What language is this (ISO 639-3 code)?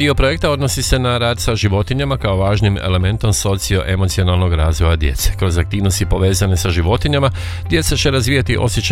hrv